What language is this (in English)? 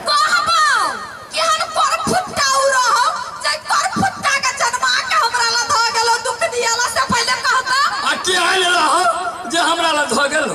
Maithili